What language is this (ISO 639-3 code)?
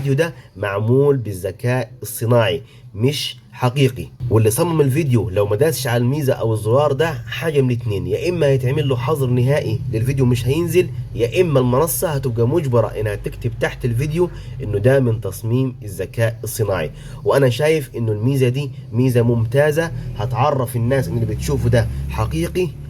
arz